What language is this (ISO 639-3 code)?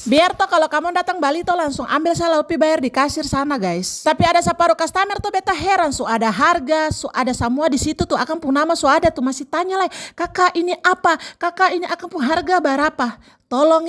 abs